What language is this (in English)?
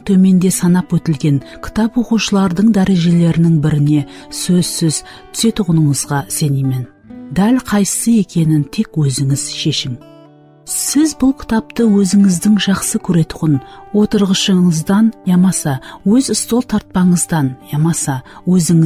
Kara-Kalpak